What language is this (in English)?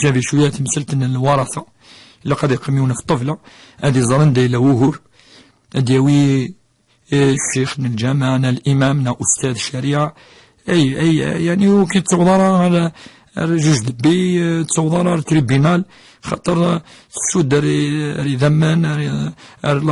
Kabyle